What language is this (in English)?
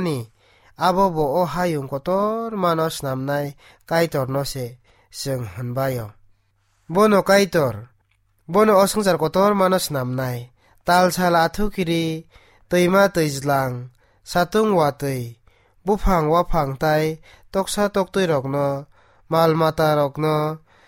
Kok Borok